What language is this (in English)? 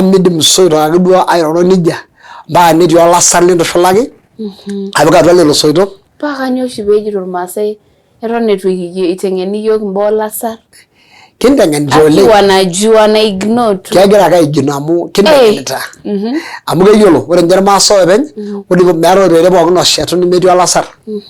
Masai